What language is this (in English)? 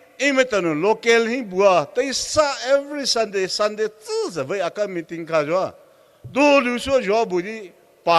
Poumei Naga